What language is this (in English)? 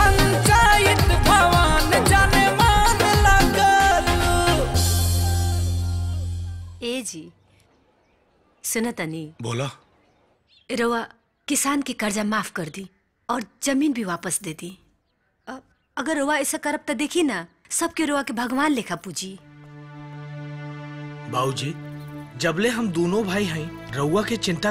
Bhojpuri